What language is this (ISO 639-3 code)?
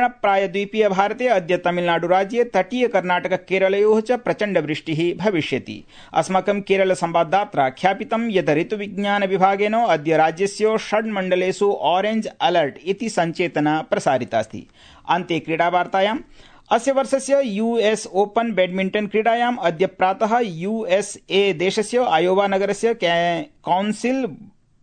san